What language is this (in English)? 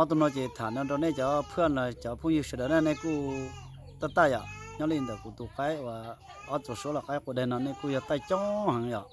Hmong